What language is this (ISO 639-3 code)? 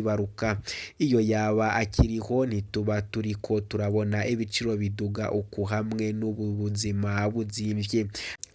run